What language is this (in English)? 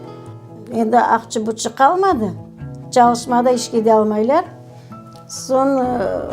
Crimean Tatar